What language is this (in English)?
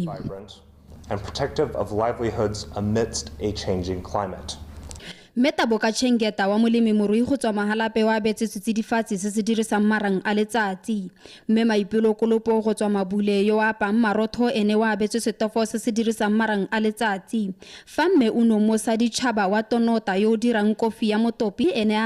Tswana